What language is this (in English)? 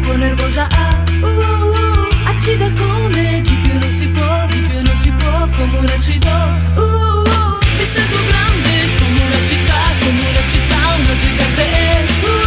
Italian